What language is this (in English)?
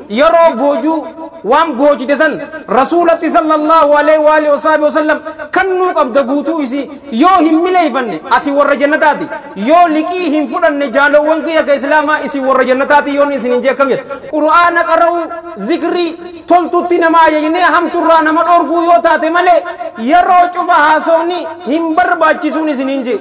Oromo